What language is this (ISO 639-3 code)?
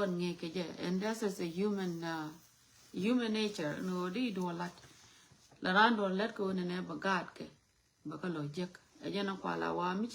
nus